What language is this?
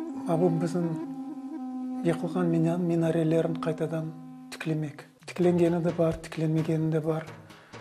Crimean Tatar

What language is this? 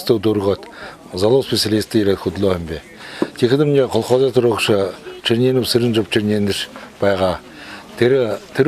Buriat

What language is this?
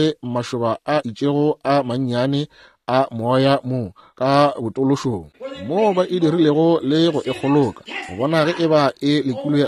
Northern Sotho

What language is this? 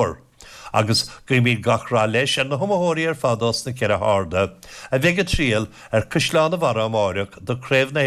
Irish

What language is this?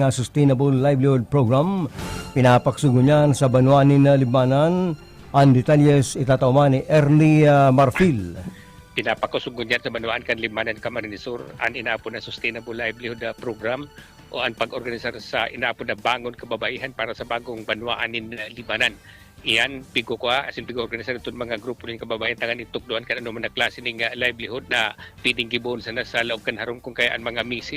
Bikol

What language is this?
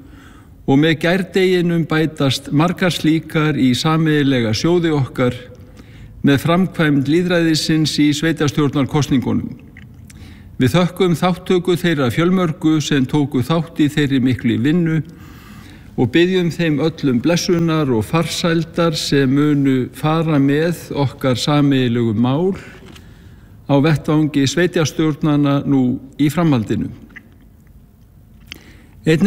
Icelandic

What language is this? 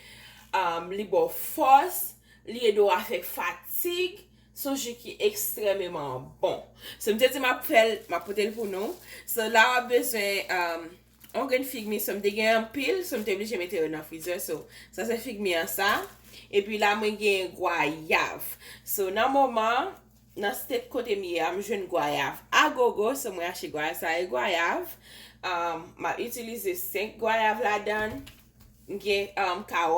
Haitian Creole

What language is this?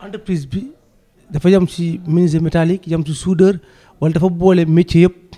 Wolof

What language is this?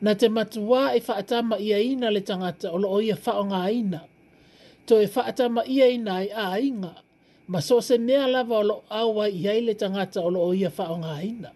Samoan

